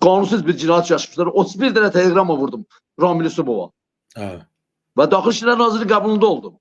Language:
Azerbaijani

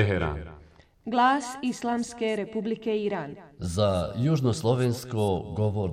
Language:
Bosnian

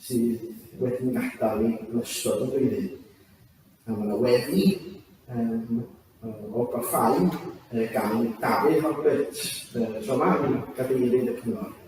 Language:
Welsh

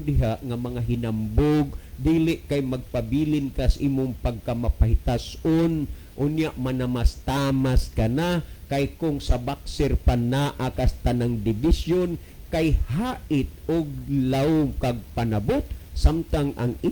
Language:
Cebuano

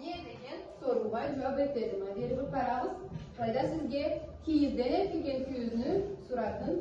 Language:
Karachay-Balkar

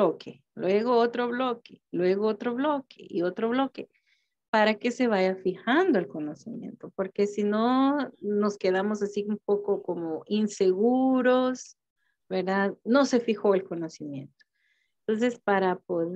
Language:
Spanish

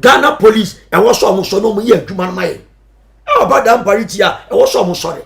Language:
Akan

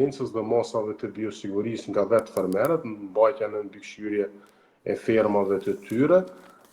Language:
Albanian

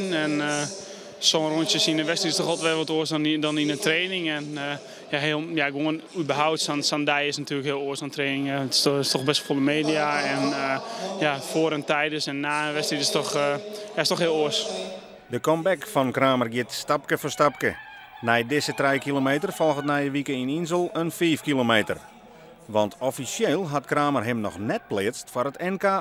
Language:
Western Frisian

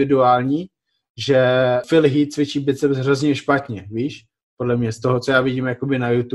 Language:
Czech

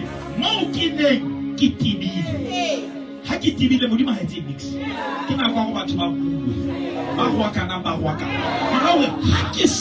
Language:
Southern Sotho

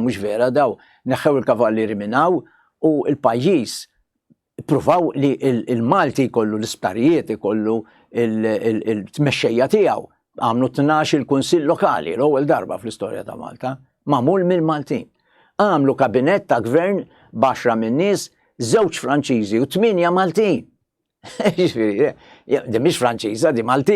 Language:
Maltese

